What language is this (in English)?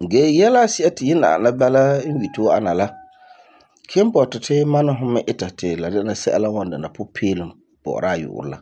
Frafra